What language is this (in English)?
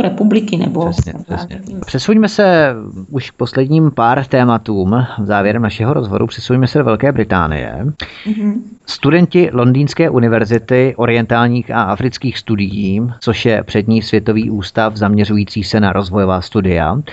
Czech